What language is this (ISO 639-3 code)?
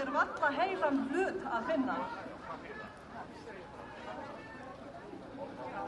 isl